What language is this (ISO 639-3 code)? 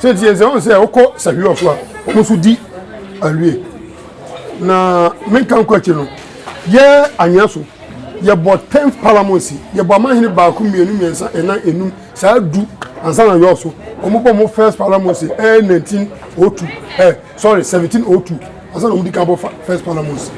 aka